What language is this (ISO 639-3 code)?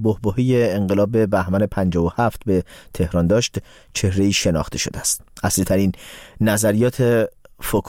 fas